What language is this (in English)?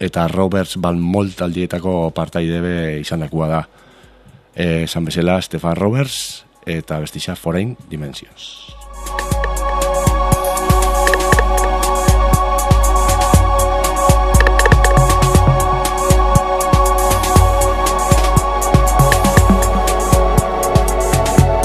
Basque